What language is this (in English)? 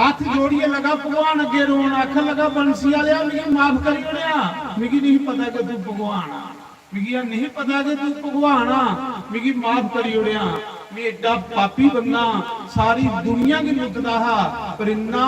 Dogri